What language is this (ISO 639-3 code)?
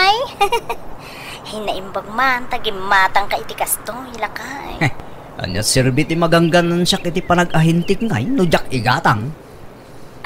ilo